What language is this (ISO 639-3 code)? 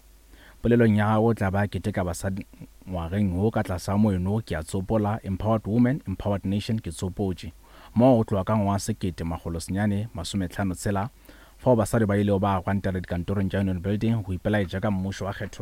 nso